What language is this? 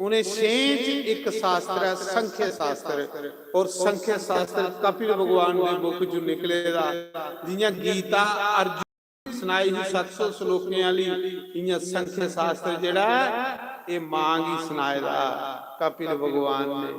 Dogri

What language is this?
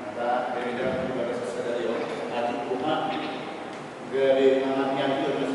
Batak Toba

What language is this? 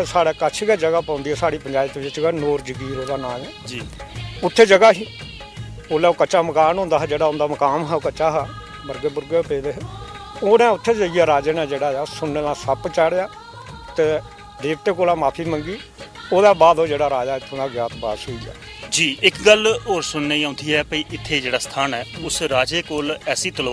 Dogri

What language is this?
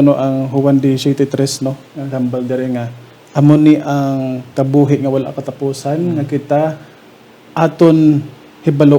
Hiligaynon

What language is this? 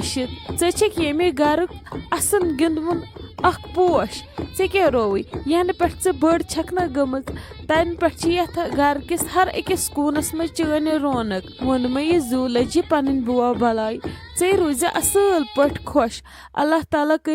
Kashmiri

